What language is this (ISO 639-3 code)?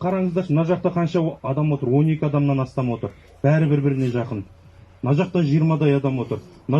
kaz